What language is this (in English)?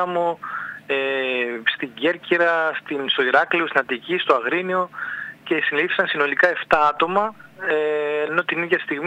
Greek